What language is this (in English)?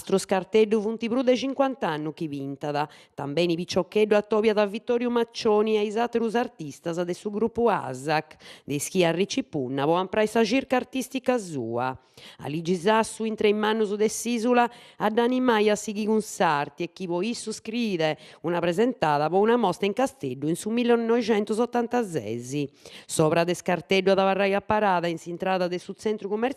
Sardinian